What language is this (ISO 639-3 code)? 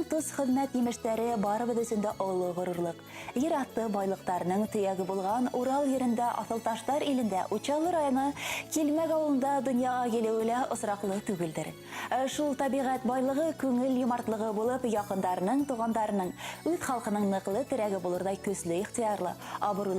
bak